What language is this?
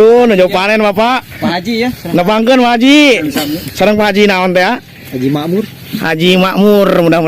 Sundanese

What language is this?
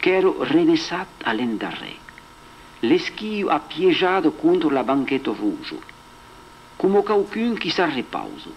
Occitan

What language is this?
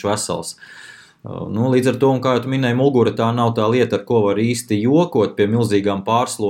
Latvian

